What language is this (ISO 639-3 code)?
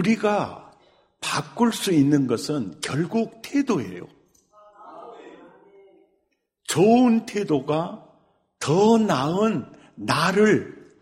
kor